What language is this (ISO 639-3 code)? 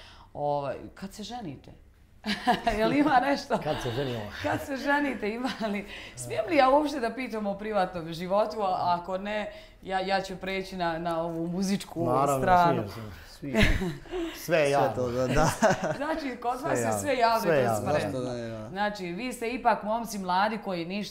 bos